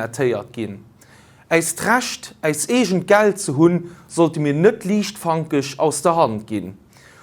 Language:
Luxembourgish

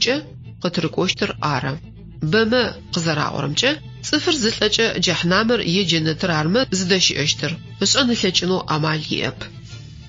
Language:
Adyghe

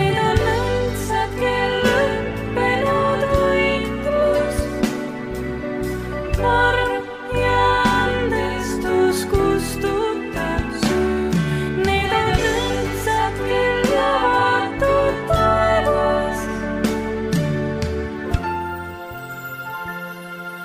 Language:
Estonian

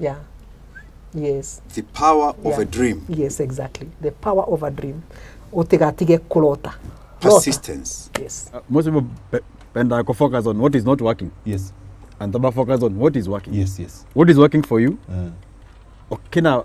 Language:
Meru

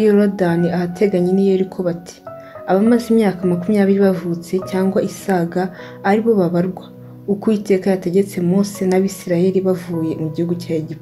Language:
Kinyarwanda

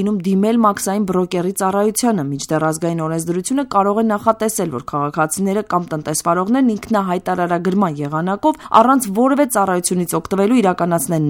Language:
Armenian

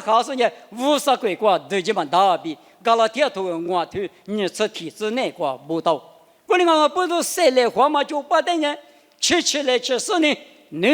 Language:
Lisu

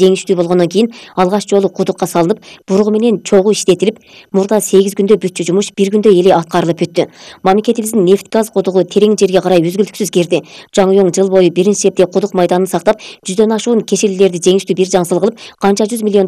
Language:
Kyrgyz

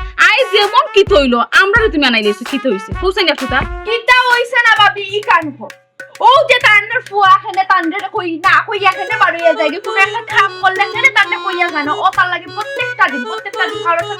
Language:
Sylheti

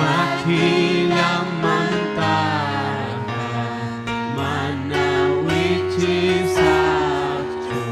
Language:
Ayacucho Quechua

